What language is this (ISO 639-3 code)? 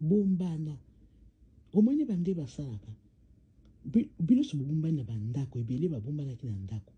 lin